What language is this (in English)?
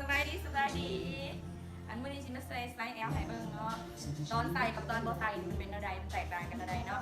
Lao